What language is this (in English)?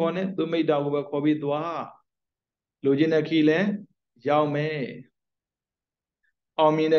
Burmese